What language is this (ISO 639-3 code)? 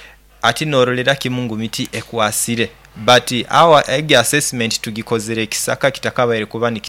nyo